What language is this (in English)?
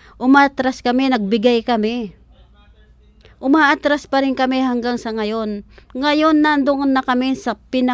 Filipino